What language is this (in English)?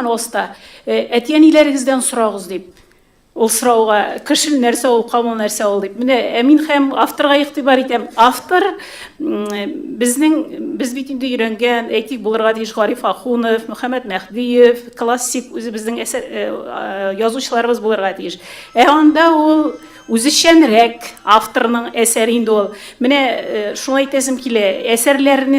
Tatar